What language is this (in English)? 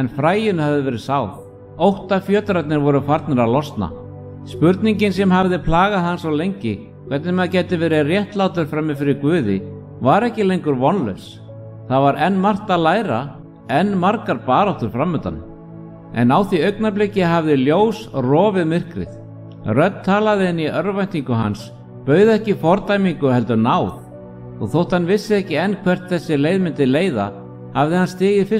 Icelandic